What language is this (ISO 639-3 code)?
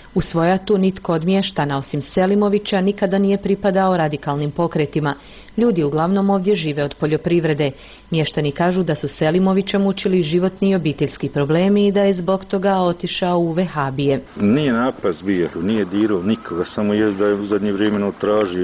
bos